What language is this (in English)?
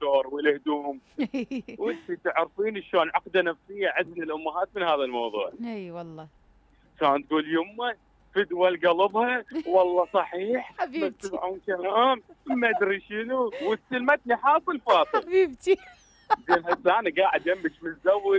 Mesopotamian Arabic